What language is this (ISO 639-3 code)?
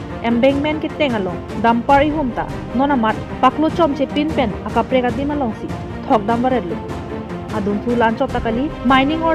mjw